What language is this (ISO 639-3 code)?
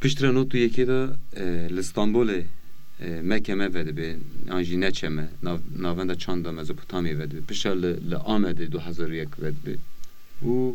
kur